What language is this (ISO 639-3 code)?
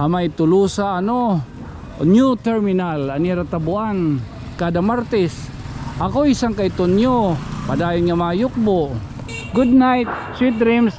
war